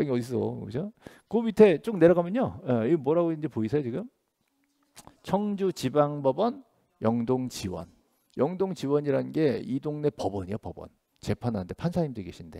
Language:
Korean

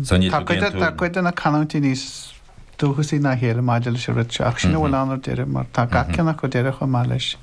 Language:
Irish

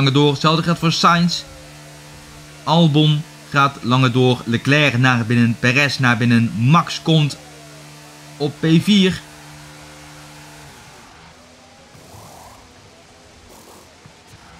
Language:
Dutch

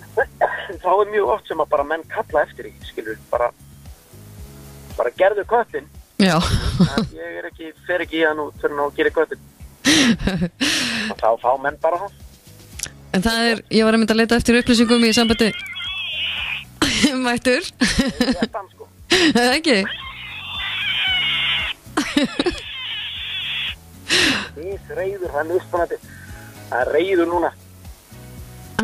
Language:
Icelandic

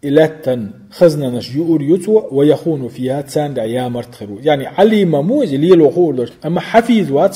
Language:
Chechen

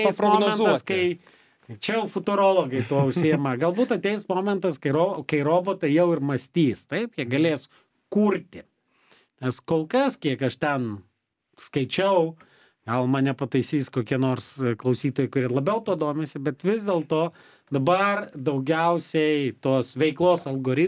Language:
Lithuanian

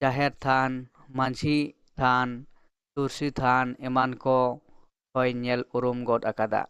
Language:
Santali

